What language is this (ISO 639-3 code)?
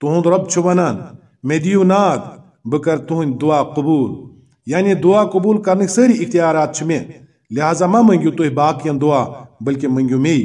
kas